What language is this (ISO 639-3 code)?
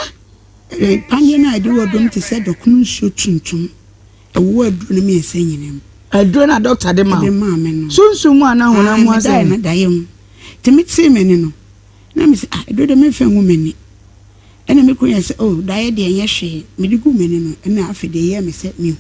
aka